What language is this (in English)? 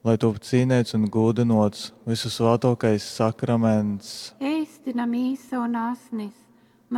Latgalian